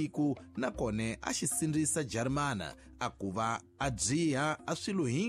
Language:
Tsonga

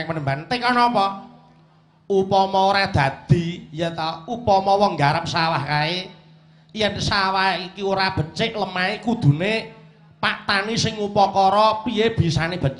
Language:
Javanese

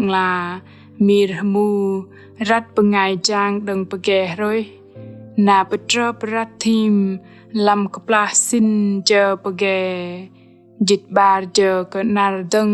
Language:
Bahnar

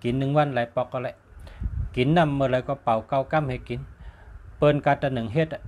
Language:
Shan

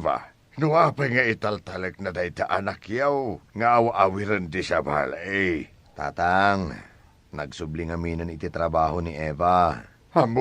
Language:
Iloko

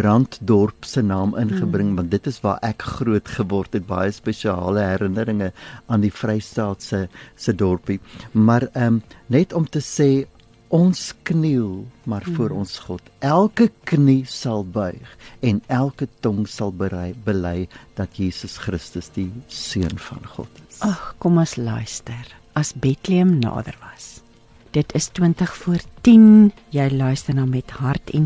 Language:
Afrikaans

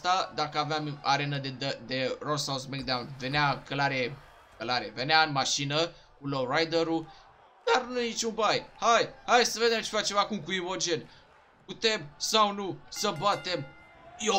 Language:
Romanian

